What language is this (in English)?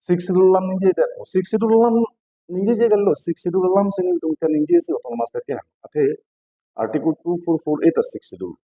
Karbi